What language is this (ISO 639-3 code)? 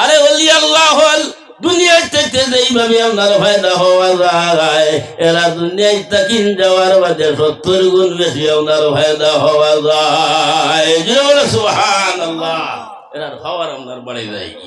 syl